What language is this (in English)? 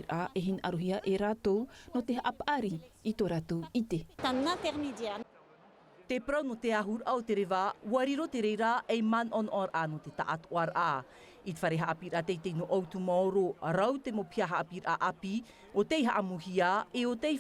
Tahitian